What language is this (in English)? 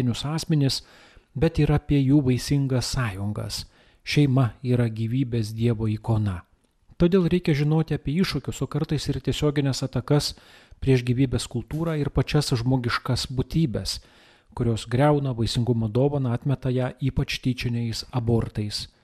Lithuanian